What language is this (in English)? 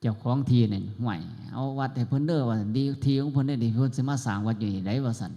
Northeastern Thai